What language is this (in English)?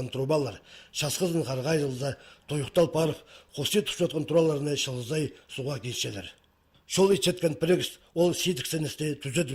Khakas